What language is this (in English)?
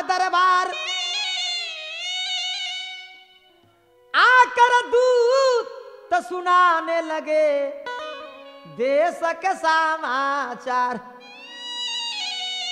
Bhojpuri